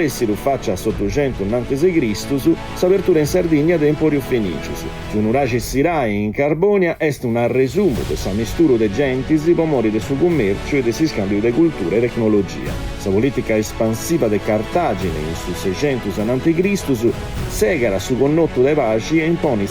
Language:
Sardinian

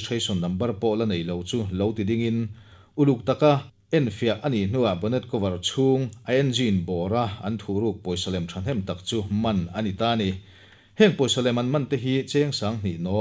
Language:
Mizo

